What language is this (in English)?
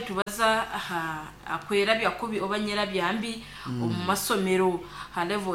Nyoro